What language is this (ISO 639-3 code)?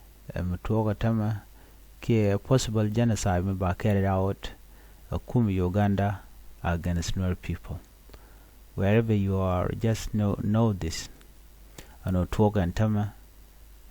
nus